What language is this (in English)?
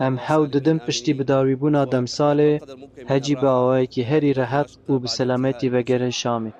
Kurdish